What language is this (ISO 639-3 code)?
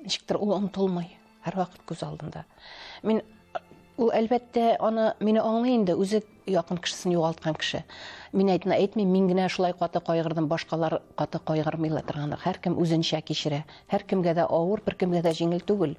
tat